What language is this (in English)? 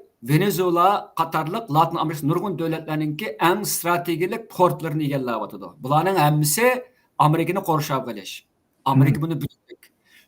Uyghur